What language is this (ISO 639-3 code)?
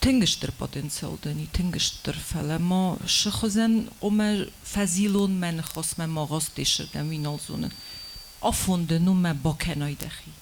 oss